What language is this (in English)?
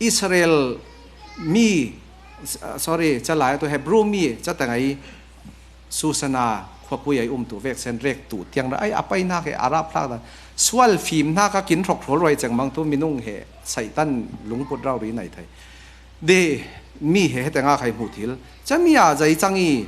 Falam Chin